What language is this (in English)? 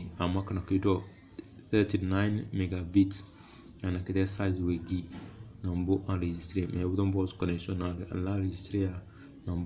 Tem